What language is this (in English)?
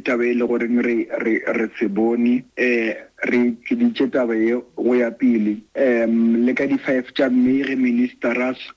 Northern Sotho